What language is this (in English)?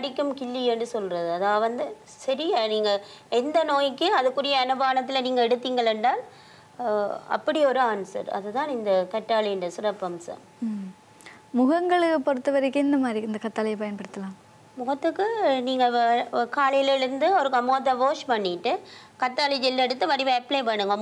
Tamil